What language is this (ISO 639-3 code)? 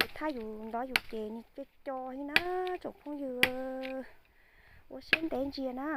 hmn